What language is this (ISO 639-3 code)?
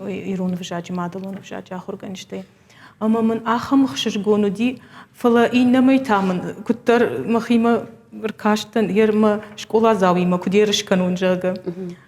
oss